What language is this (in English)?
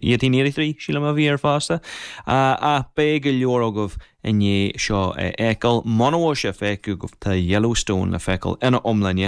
Irish